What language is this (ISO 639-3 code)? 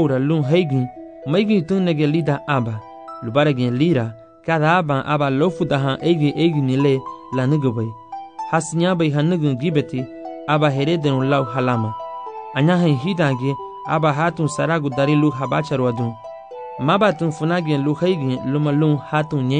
cab